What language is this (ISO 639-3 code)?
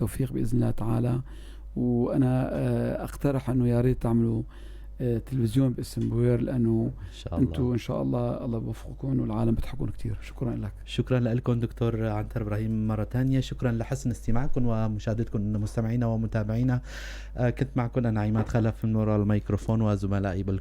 apc